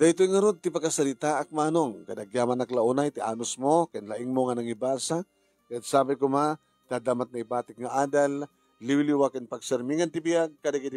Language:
Iloko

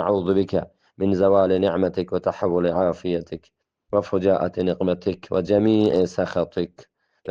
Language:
Eastern Balochi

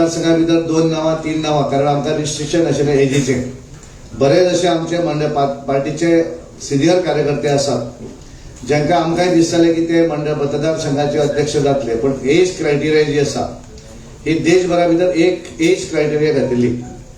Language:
Konkani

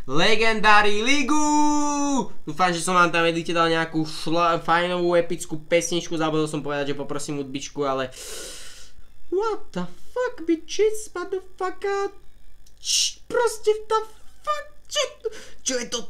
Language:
Slovak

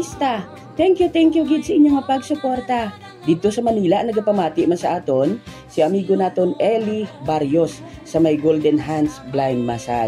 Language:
Hiligaynon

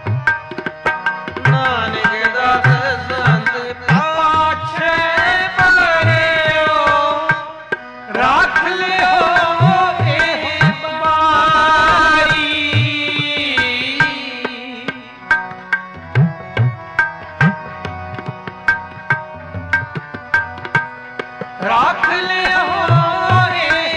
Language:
Punjabi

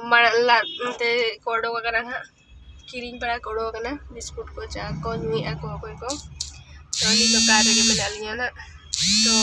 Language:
Santali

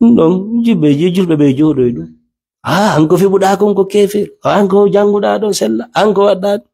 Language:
Fula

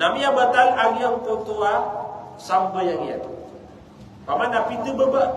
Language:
Maranao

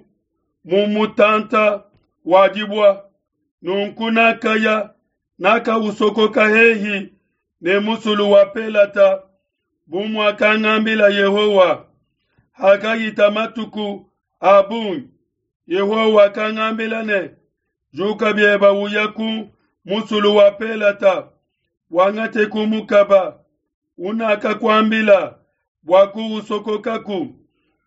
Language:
Luba-Lulua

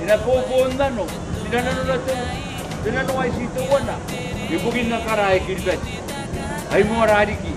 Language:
Gilbertese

